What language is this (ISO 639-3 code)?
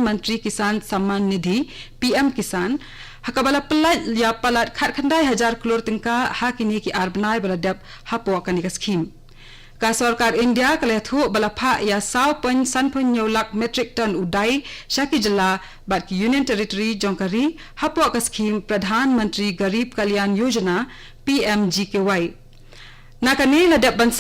kha